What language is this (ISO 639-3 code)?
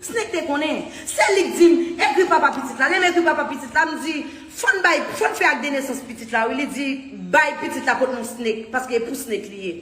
hat